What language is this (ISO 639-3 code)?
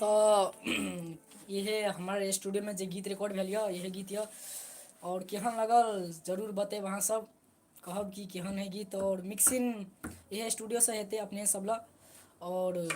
mai